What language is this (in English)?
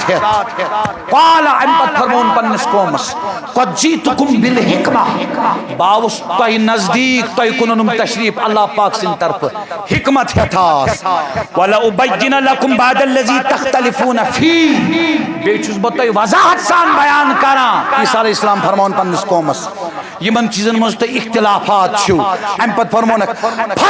Kashmiri